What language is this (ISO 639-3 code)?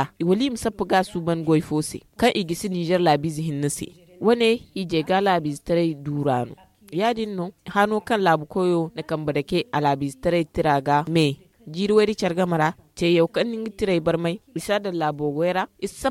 dje